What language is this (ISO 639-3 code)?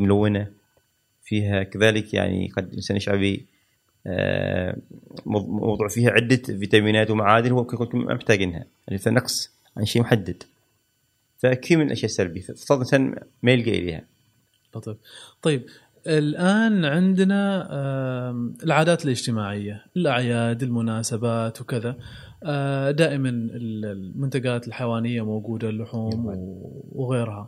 afb